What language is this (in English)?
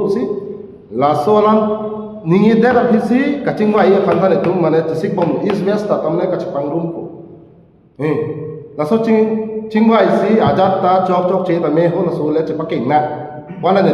Karbi